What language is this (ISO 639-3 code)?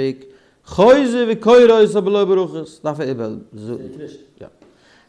yid